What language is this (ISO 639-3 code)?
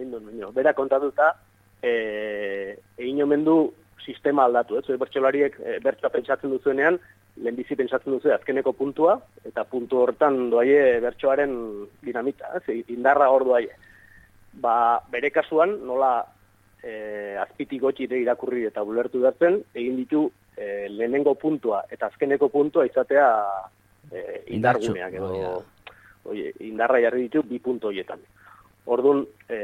eus